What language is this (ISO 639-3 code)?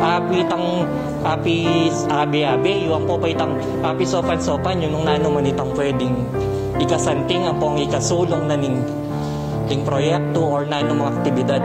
pam